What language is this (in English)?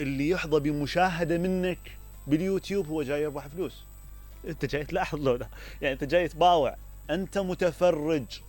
Mesopotamian Arabic